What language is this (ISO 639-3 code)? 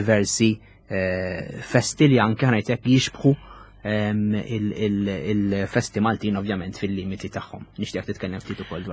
mlt